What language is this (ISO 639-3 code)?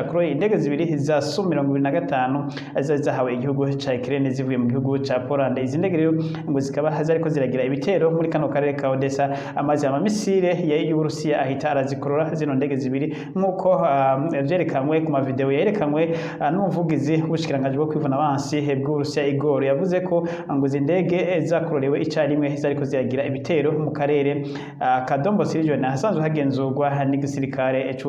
run